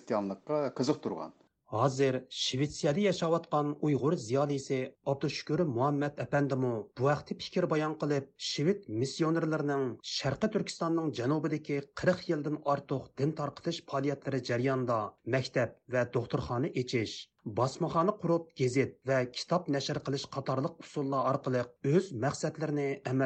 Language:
Uyghur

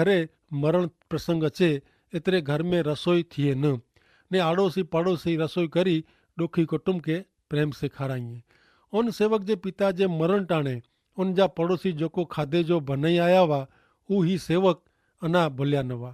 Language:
Kachhi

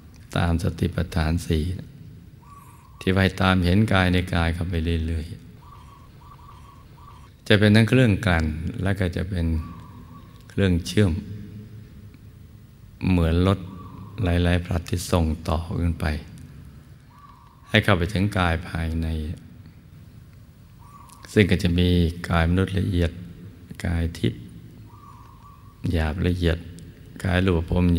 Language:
Thai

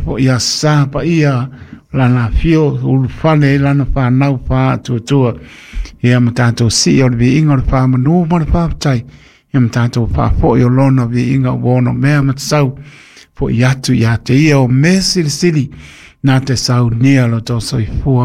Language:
Samoan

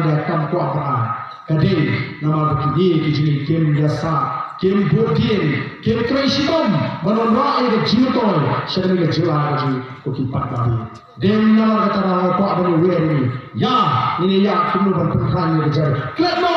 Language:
Khasi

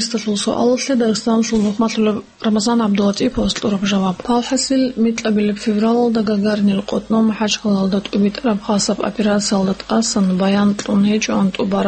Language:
Avaric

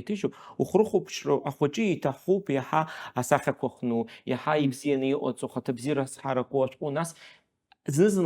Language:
Abkhazian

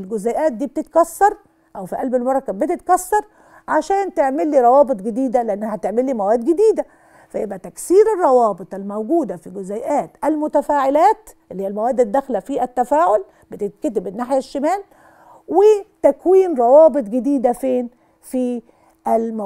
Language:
Egyptian Arabic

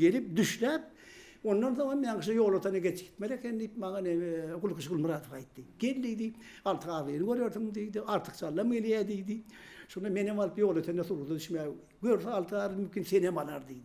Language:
Turkmen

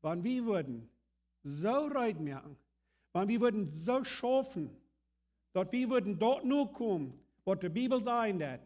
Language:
Plautdietsch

